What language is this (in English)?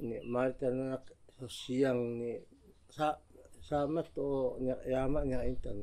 Taroko